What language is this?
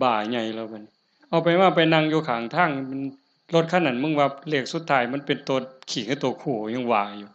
Northeastern Thai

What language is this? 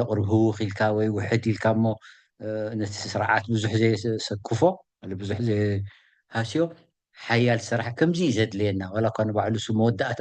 Tigrinya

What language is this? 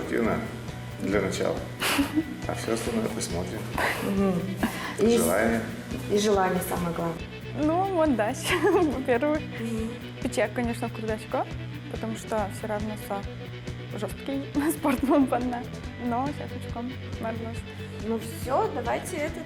Udmurt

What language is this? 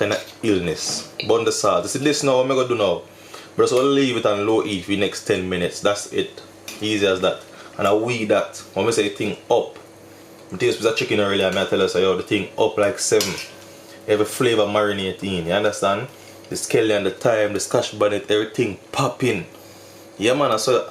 Jamaican Creole English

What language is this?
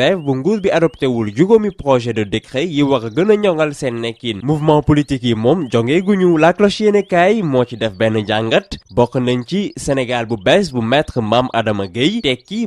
Wolof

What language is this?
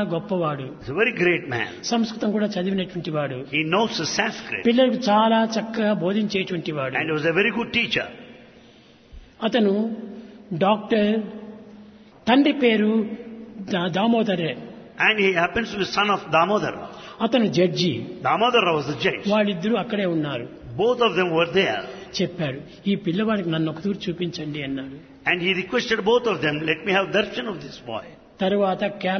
Telugu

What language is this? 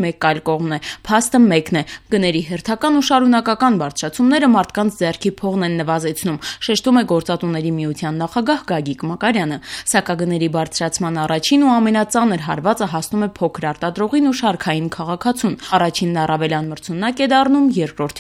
Armenian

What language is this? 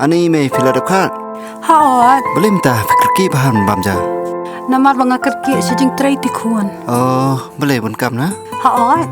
Khasi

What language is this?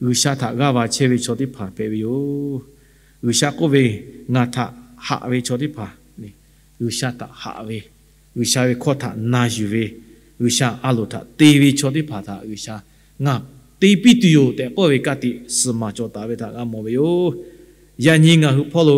Lahu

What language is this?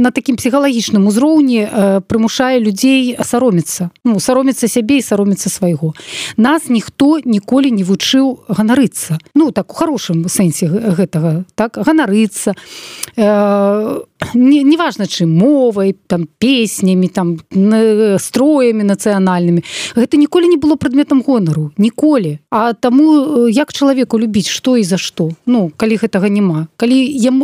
Belarusian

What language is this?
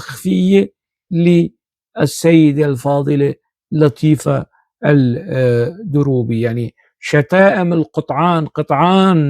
North Levantine Arabic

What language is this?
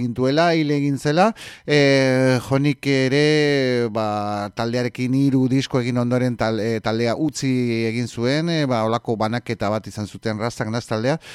Basque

